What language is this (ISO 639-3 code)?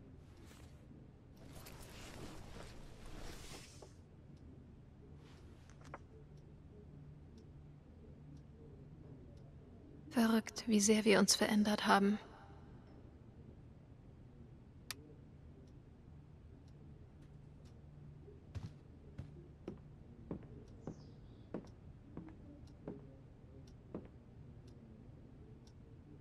deu